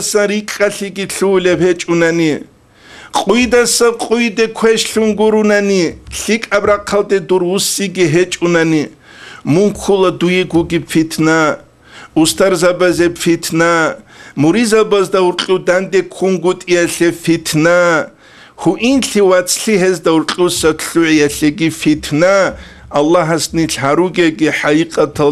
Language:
Avaric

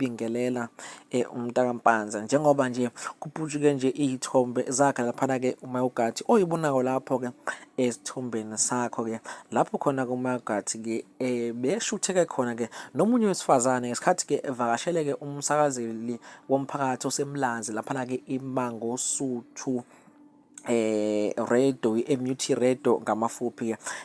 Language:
Zulu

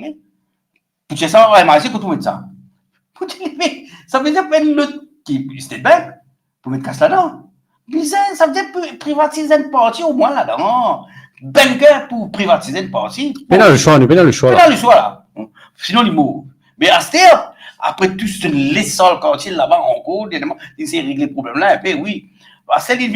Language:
Morisyen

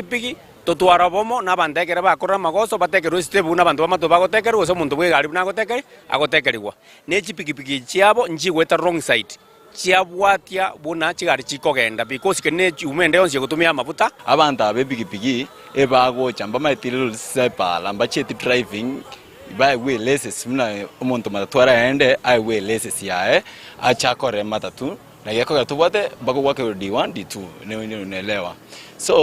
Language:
Gusii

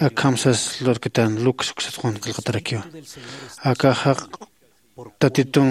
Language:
Aymara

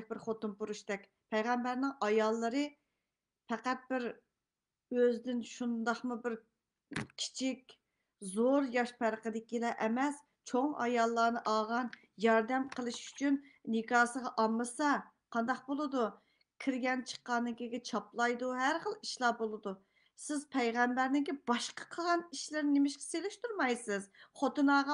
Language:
Uyghur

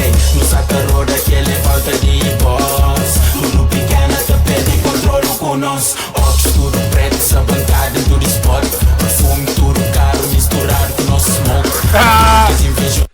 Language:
Kabuverdianu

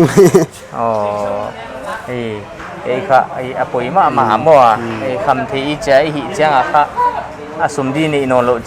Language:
Paite Chin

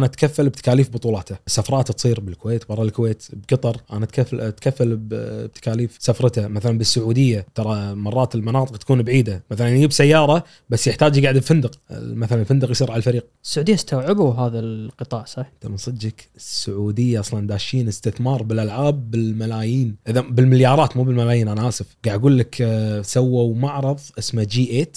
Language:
Gulf Arabic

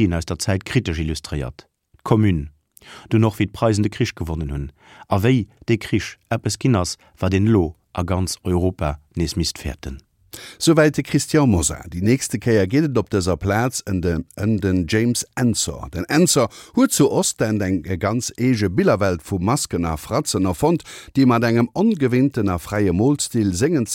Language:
Luxembourgish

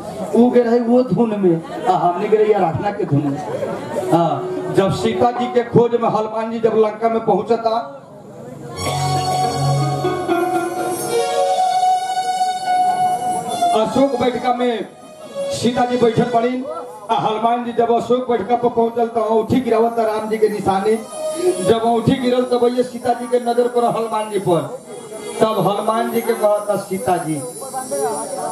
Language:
Bhojpuri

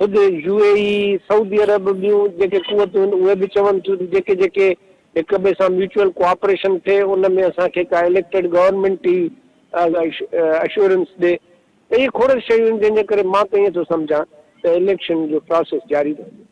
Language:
Sindhi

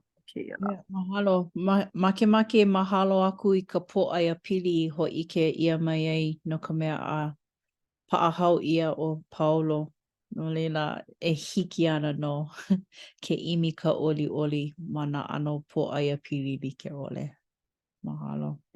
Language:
Hawaiian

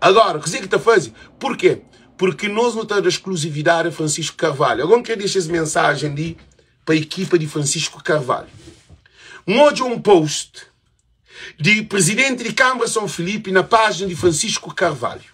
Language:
Kabuverdianu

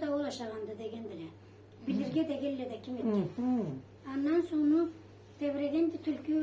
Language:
Karachay-Balkar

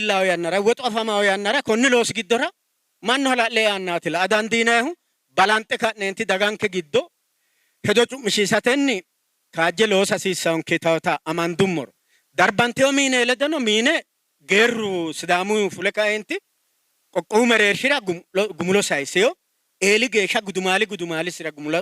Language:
Sidamo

